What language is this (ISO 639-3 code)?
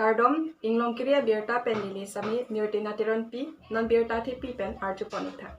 mjw